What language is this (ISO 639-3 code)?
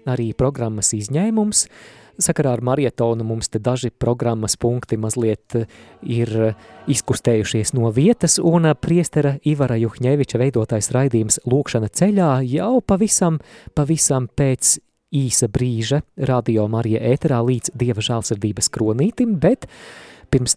lav